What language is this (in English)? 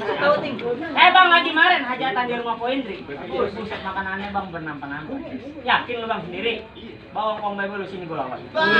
Betawi